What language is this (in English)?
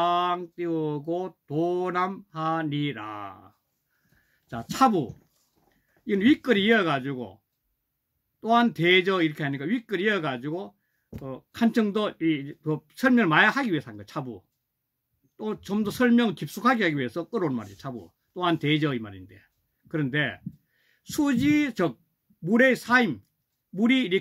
Korean